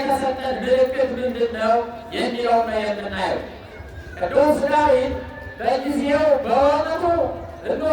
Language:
Amharic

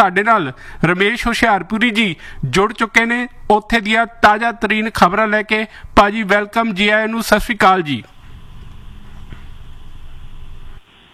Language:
Punjabi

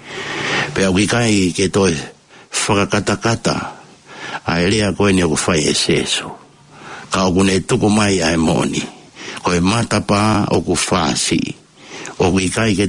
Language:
Tongan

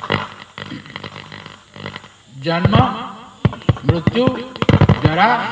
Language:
Odia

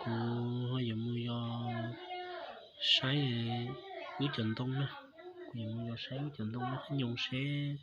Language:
Hmong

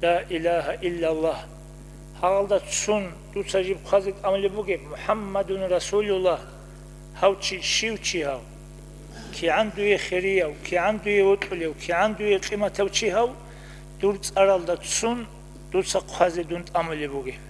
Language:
Avaric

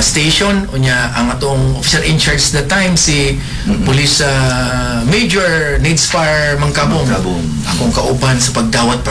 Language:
Cebuano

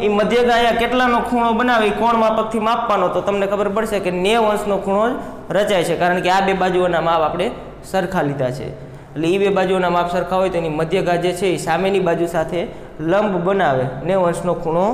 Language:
Gujarati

